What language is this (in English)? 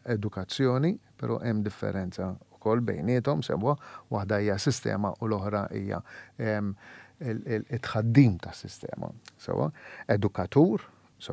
Maltese